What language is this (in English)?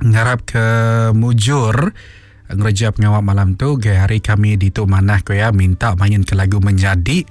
Iban